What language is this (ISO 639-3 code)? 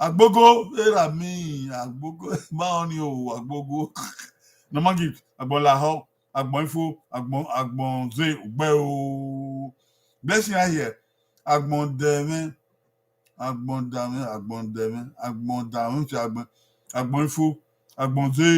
bin